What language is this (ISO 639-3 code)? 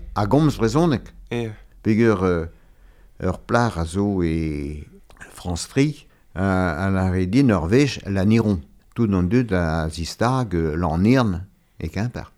bre